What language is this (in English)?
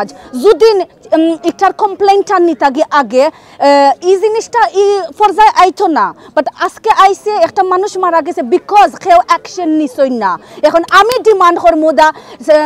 Sylheti